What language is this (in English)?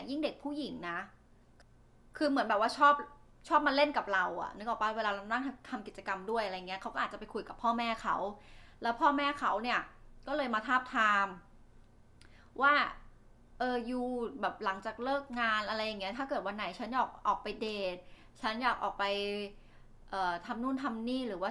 Thai